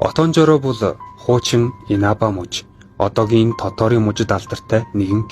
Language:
Mongolian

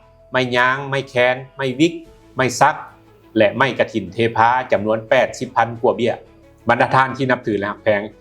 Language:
Lao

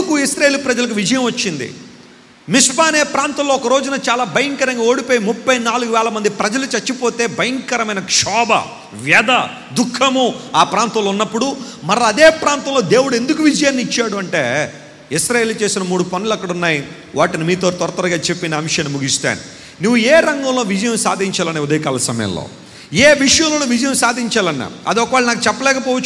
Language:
Telugu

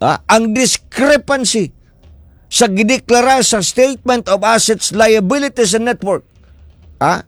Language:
Cebuano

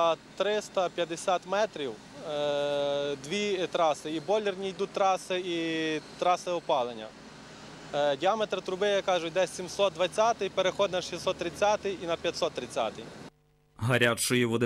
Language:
Ukrainian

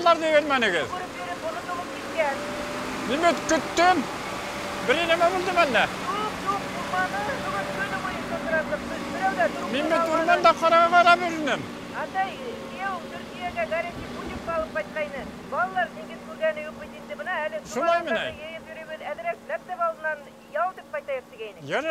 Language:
Bashkir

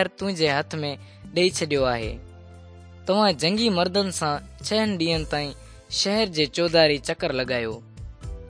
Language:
Sindhi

